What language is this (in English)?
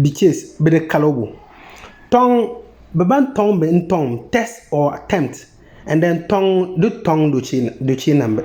Konkomba